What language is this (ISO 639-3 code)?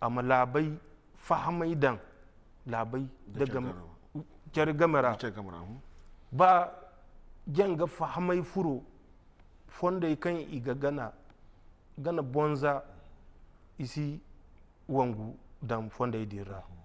dje